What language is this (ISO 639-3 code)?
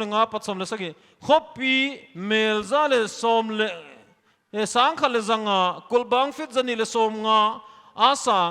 pck